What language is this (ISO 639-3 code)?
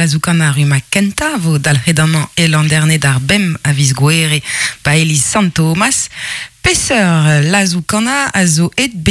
bre